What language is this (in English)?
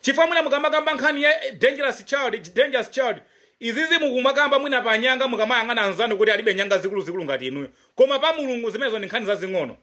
Nyanja